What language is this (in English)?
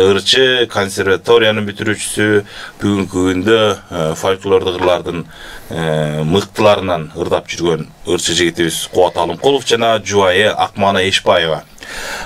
Kyrgyz